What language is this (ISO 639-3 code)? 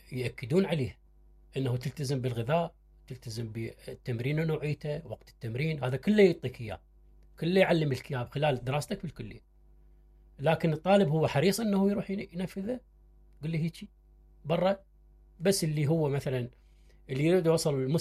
acm